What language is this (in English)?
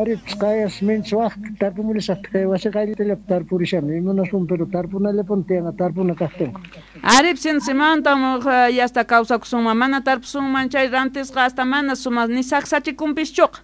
South Bolivian Quechua